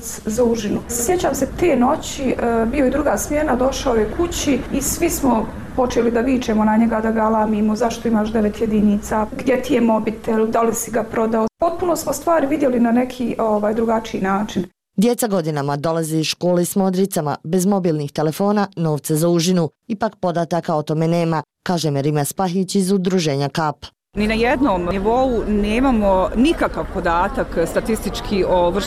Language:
Bosnian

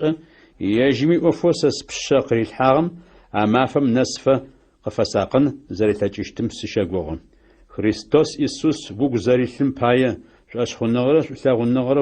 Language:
Adyghe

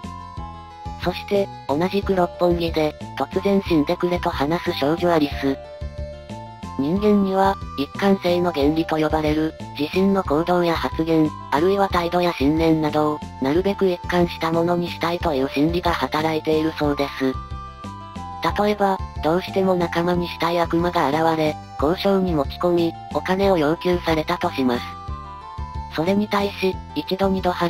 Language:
Japanese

